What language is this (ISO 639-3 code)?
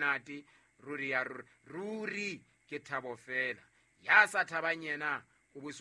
sot